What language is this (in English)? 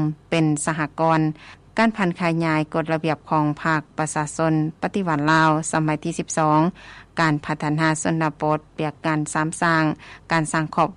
Lao